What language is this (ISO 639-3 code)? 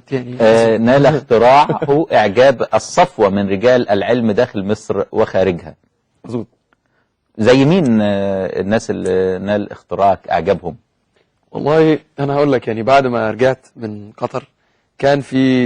arz